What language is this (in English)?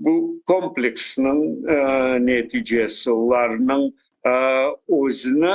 Crimean Tatar